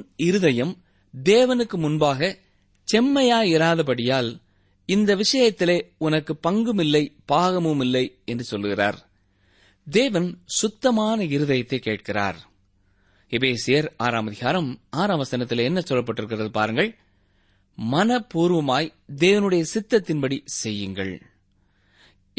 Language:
Tamil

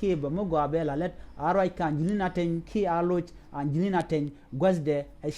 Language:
Nuer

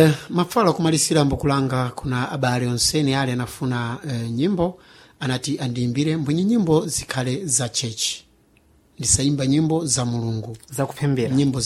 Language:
Sena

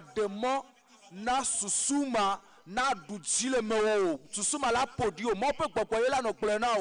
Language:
Ewe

